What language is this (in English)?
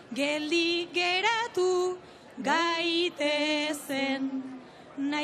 Basque